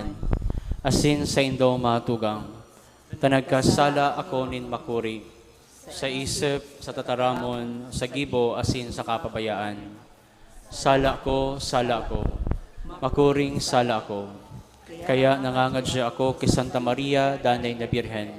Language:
Bikol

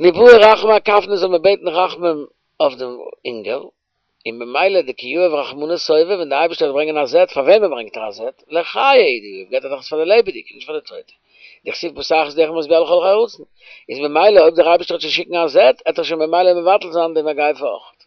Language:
Yiddish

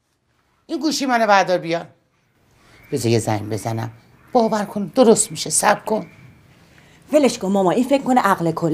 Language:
Persian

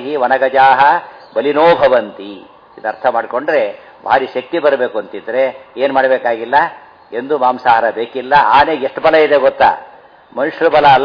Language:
Kannada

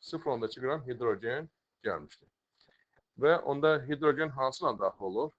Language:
Azerbaijani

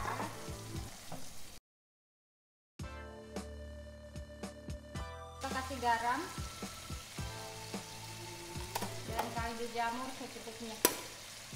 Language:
Indonesian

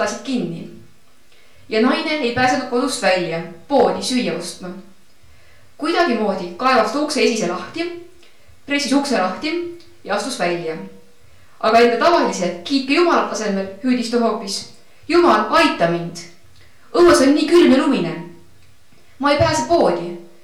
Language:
Estonian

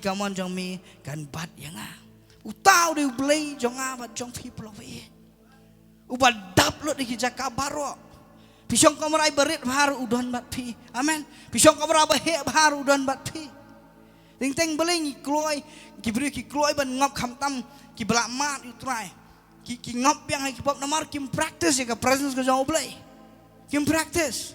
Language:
Khasi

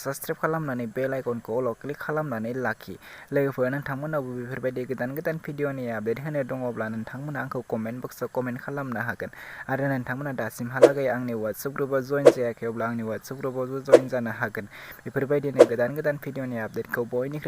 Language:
Bodo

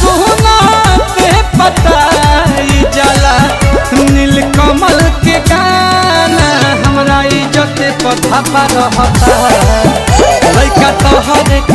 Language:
Bhojpuri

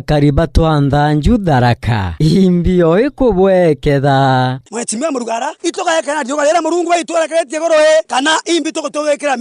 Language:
Meru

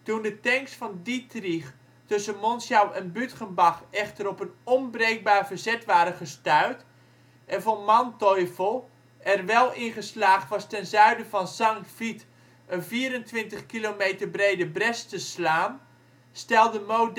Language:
Dutch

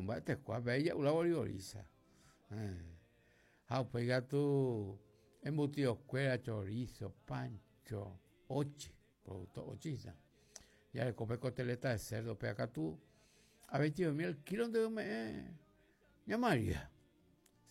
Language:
Guarani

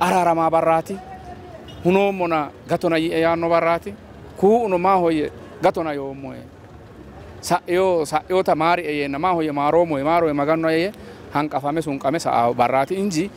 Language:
Sidamo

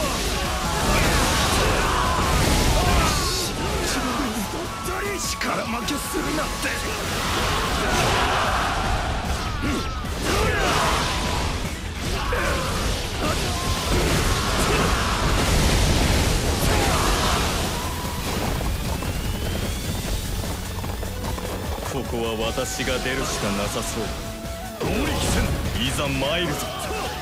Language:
Japanese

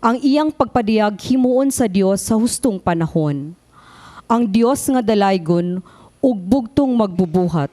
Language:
Cebuano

